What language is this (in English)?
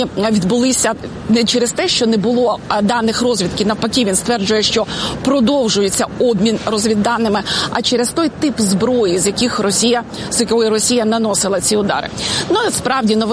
Ukrainian